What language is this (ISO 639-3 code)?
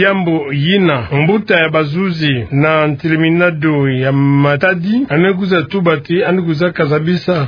ktu